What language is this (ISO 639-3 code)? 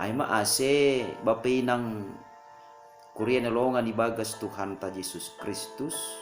bts